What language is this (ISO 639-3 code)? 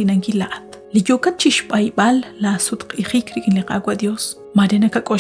kek